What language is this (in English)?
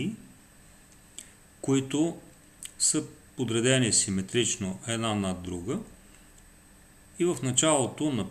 Bulgarian